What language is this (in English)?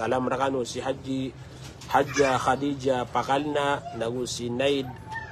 Maranao